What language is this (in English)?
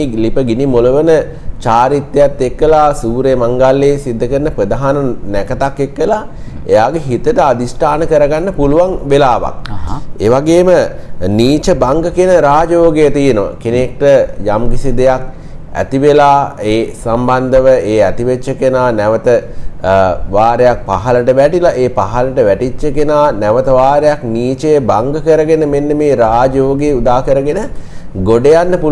Sinhala